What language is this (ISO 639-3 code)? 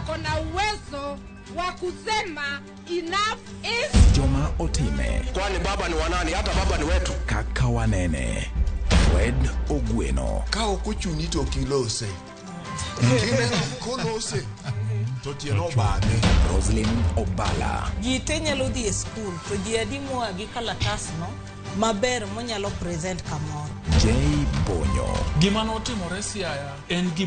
luo